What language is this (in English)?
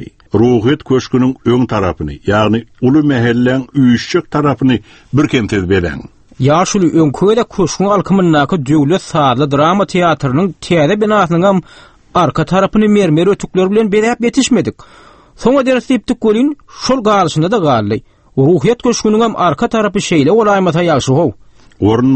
Turkmen